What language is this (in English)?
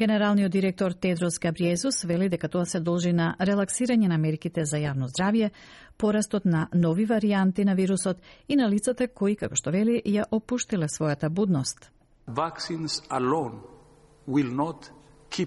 Macedonian